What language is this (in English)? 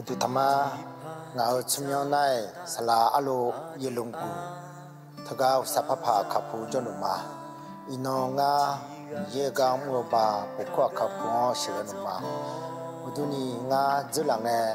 Akha